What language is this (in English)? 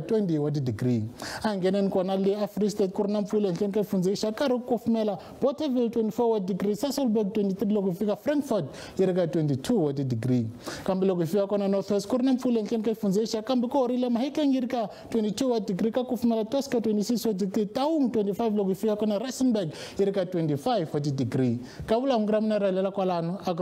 Tsonga